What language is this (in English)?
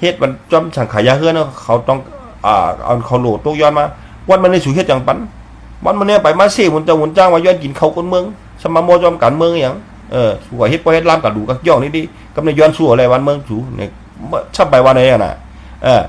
Shan